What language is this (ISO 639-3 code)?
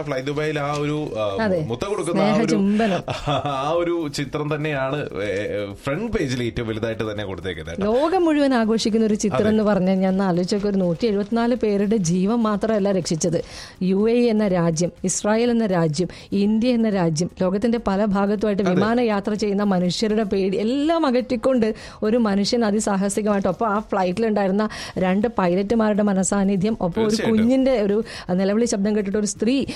mal